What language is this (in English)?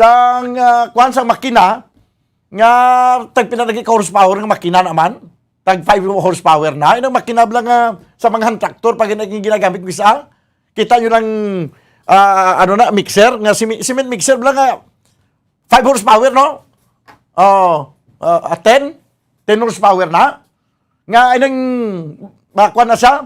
Hiligaynon